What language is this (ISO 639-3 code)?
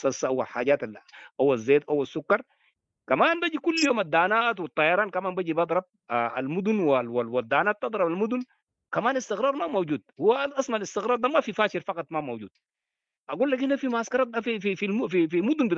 apd